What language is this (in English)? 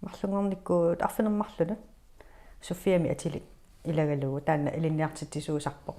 Kalaallisut